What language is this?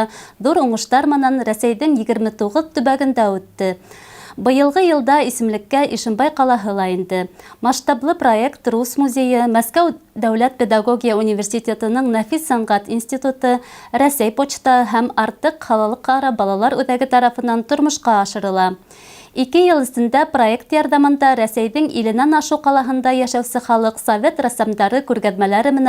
Bashkir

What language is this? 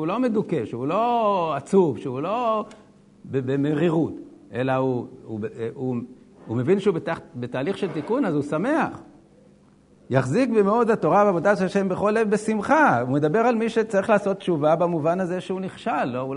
Hebrew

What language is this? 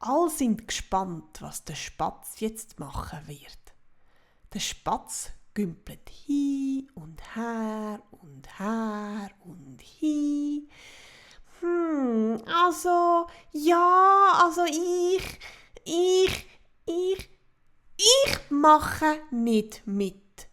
Swiss German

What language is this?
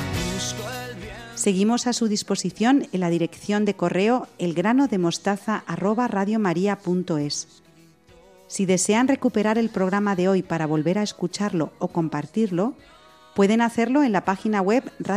Spanish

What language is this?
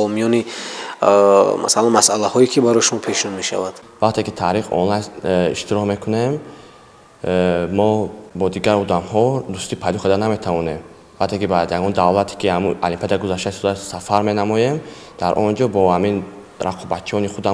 Tajik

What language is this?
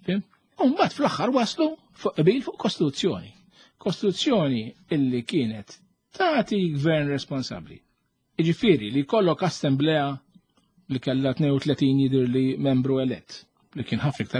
Maltese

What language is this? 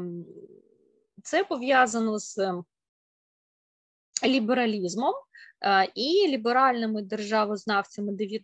Ukrainian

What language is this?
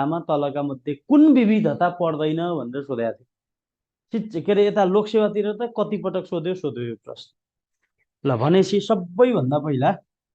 Nepali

